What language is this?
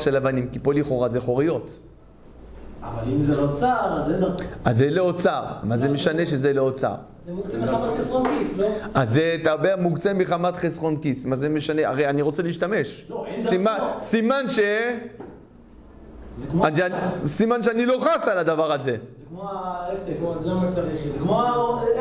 Hebrew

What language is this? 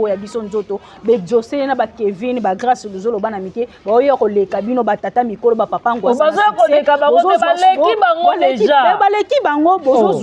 Lingala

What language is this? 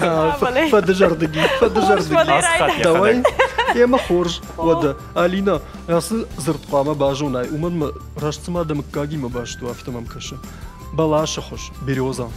Ossetic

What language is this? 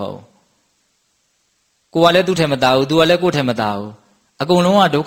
Burmese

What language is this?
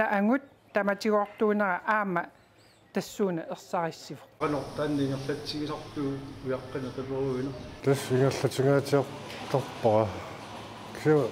Kalaallisut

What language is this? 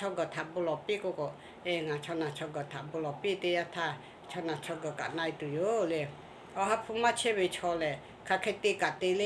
Lahu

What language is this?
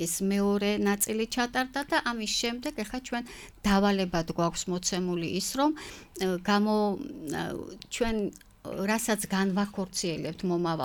Georgian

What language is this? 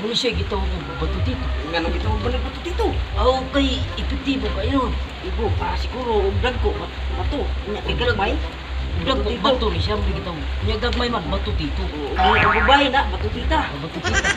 Cebuano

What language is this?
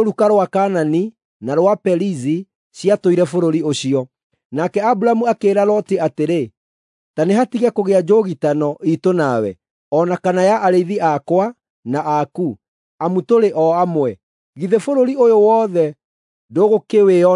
Kikuyu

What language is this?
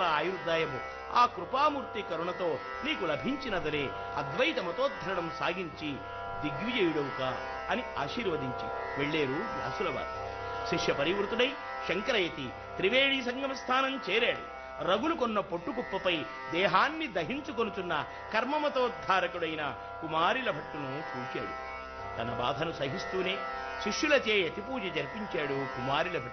Telugu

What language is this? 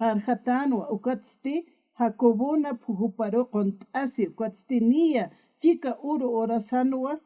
Aymara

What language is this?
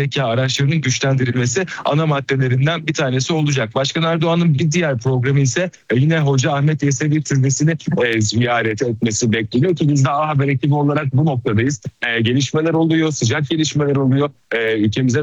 Turkish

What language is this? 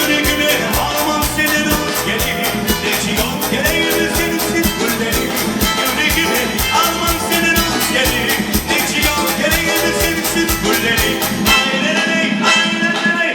Kumyk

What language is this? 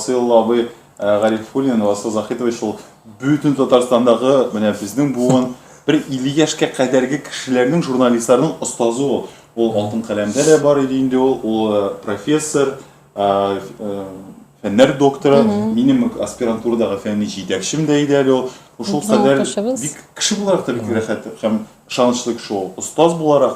Tatar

